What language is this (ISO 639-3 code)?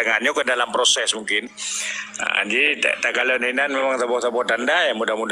ace